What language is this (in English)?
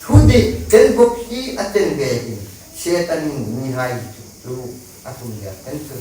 Hmar